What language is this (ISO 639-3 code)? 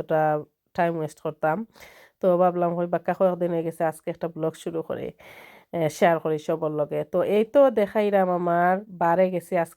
syl